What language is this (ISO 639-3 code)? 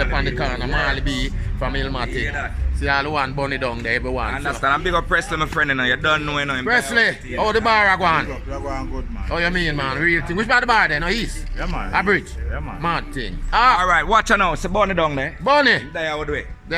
jam